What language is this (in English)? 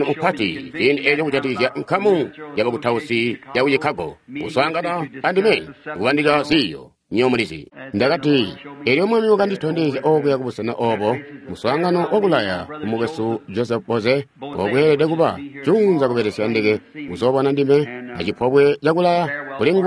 Tonga (Zambia)